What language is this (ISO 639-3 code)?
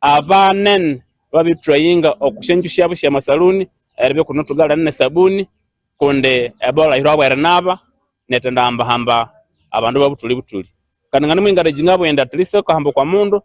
nyn